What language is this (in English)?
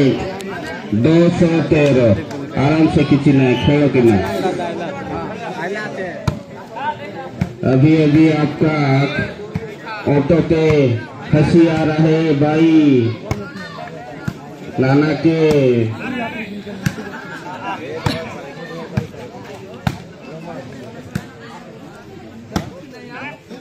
Hindi